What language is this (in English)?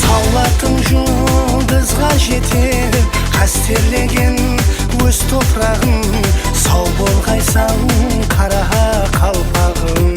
Kara-Kalpak